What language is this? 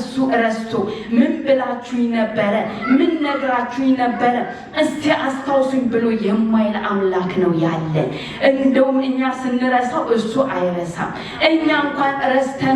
Amharic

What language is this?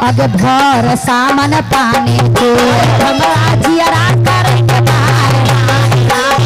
Magahi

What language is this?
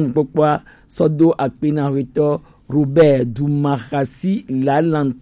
Gen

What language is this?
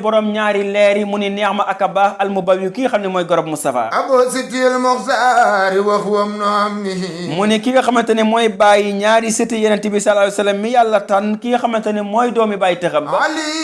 Wolof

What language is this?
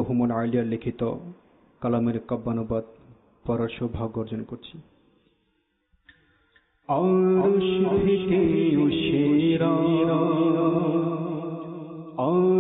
Bangla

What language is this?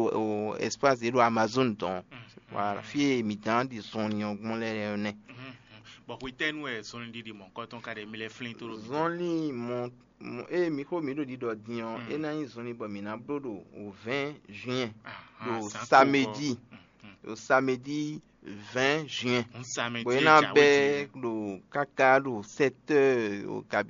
Fon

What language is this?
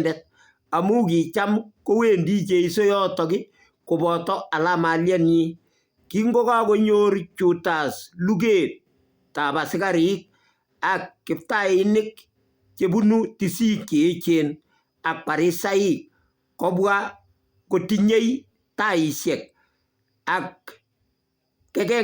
Kalenjin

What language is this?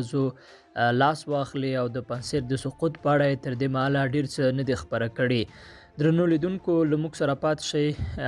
Pashto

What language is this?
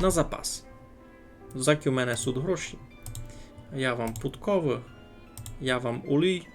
Rusyn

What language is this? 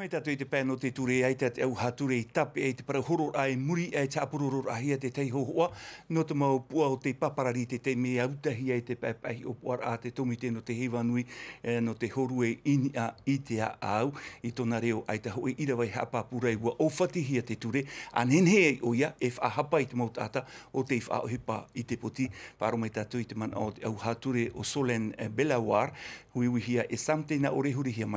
Tahitian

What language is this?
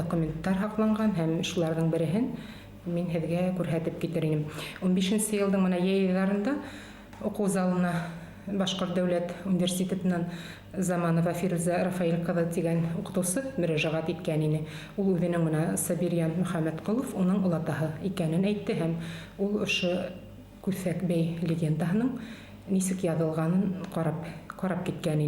Bashkir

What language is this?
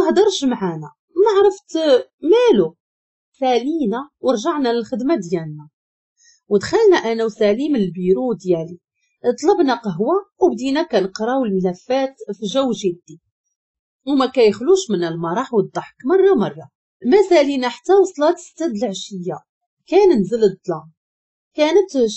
Moroccan Arabic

